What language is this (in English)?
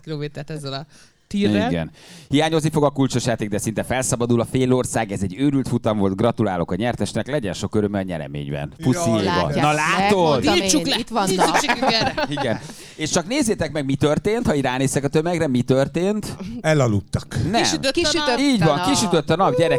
Hungarian